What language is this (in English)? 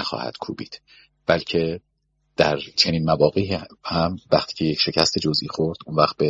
Persian